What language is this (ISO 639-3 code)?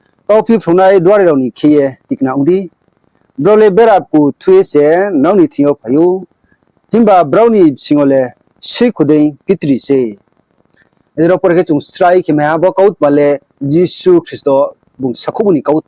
ria